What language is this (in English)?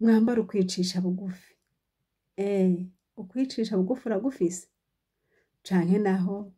Rundi